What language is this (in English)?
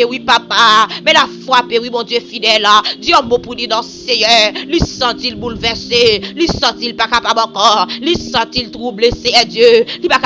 Haitian Creole